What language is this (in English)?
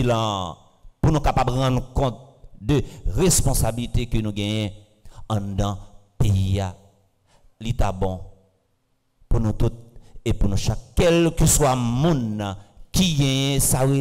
French